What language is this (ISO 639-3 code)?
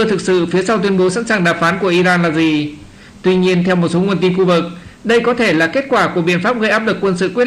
vie